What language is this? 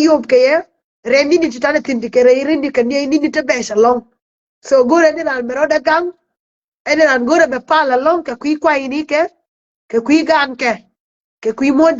Nuer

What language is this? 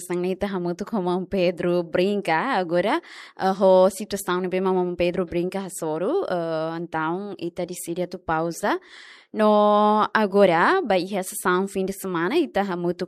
Tetum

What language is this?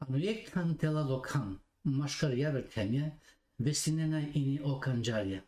Balkan Romani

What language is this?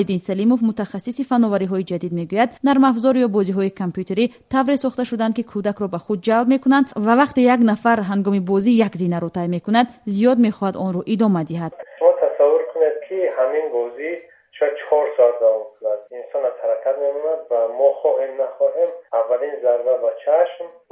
Tajik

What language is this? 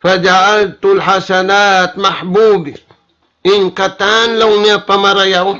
Tausug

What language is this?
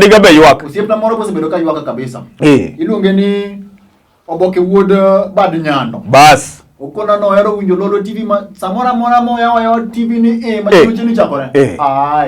Luo (Kenya and Tanzania)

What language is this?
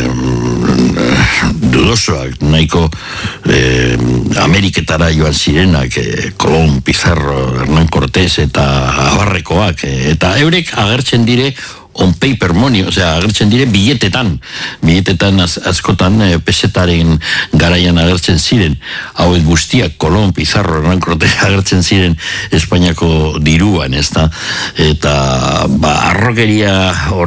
Basque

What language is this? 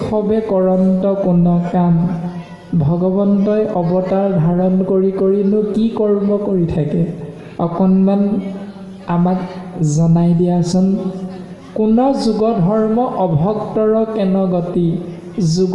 Assamese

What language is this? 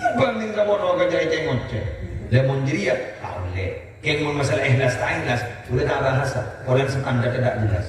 Madurese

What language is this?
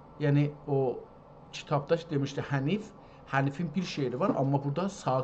South Azerbaijani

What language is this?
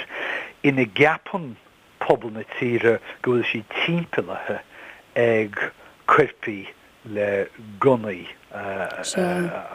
Irish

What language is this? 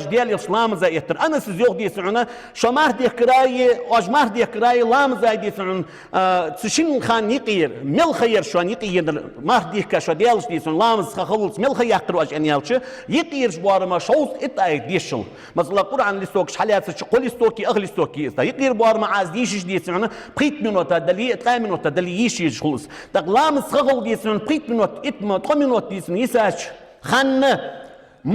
Ingush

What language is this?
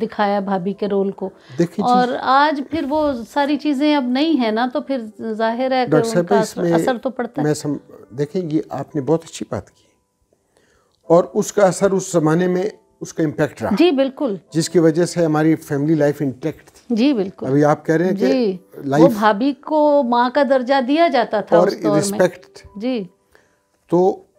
Urdu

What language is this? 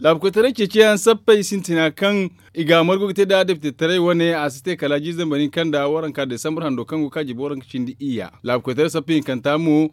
Zarma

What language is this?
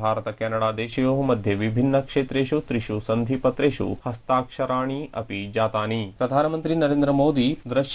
Sanskrit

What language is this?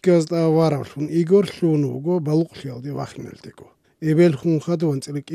Avaric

